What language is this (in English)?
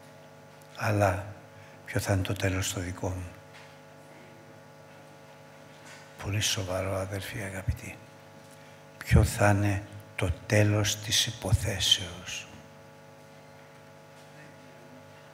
Greek